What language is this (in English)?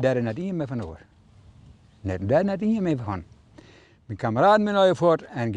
Western Frisian